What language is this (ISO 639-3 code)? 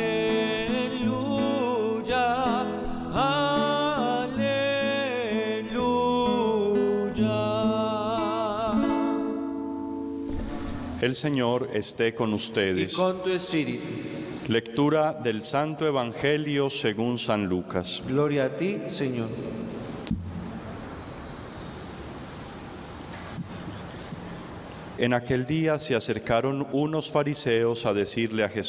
spa